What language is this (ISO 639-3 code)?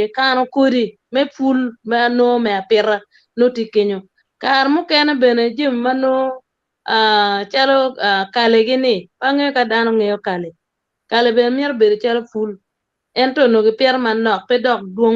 ach